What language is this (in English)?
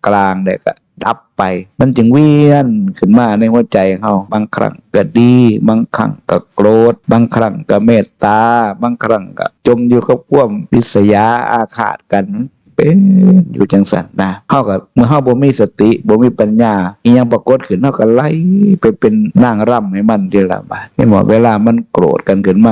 Northeastern Thai